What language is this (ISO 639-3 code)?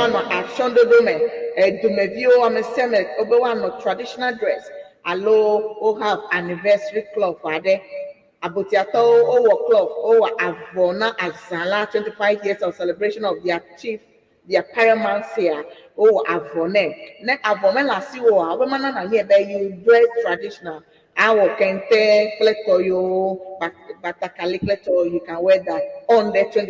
ewe